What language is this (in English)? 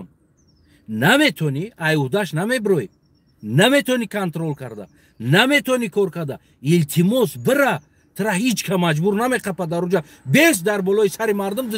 Tajik